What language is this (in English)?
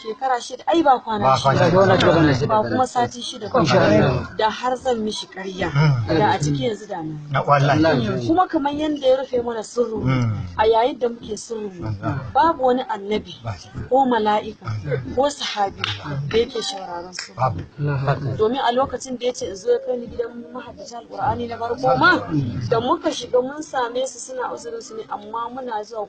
Hausa